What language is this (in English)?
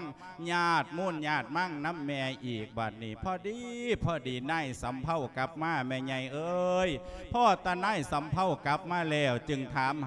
Lao